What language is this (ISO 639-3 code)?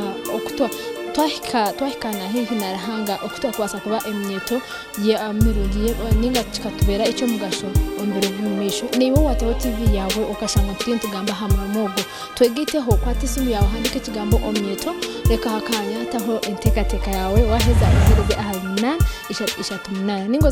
nyn